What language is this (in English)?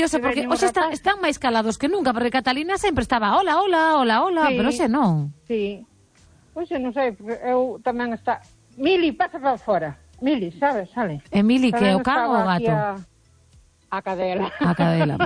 Galician